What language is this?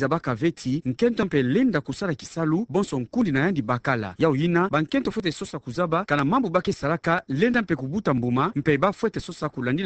Kituba (Democratic Republic of Congo)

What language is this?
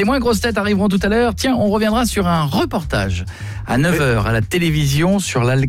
French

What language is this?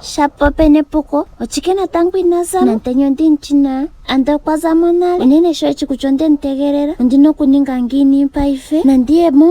Ndonga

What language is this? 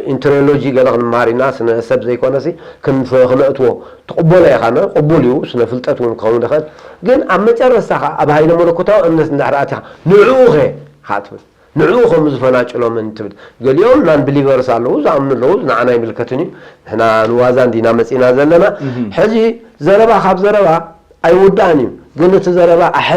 Tigrinya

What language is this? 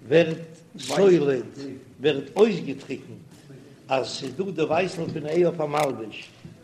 Yiddish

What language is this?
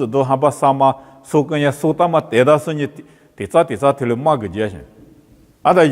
Lisu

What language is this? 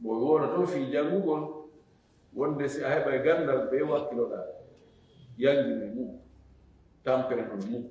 Fula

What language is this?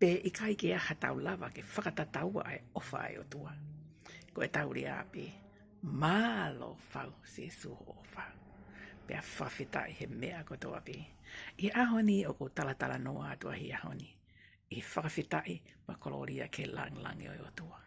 Tongan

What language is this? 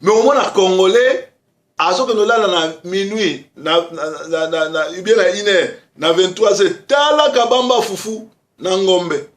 Lingala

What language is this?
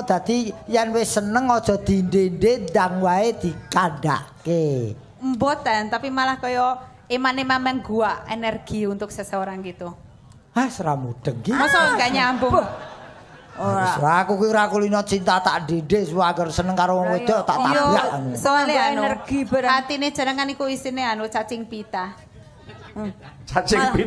Javanese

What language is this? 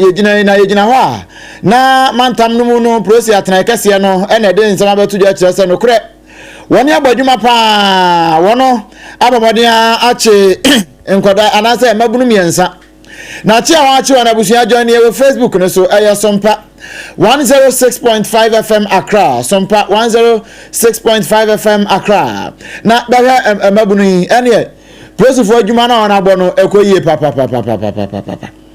Akan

